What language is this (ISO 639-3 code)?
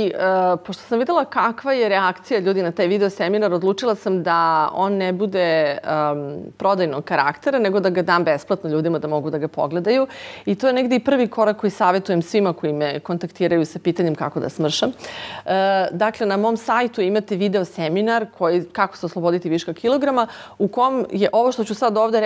srp